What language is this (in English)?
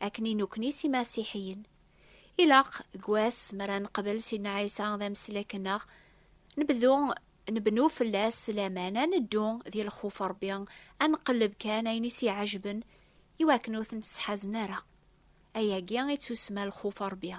Kabyle